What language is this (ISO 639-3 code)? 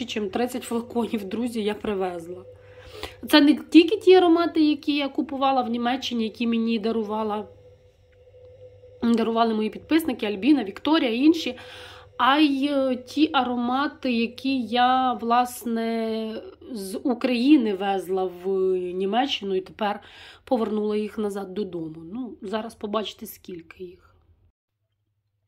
ukr